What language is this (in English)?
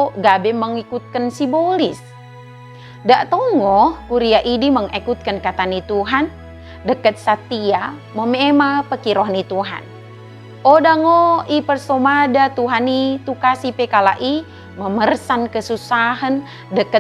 Batak Dairi